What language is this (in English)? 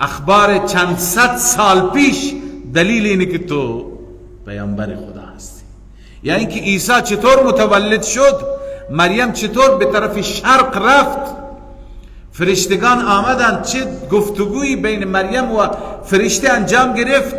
Persian